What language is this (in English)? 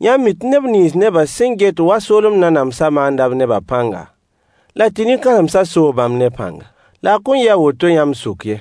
Mossi